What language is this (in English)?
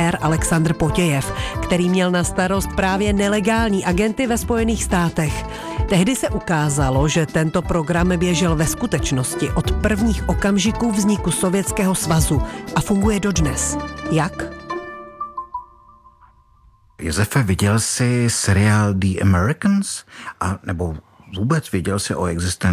Czech